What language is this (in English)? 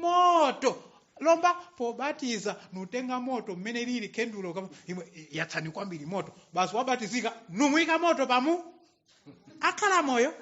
Nyanja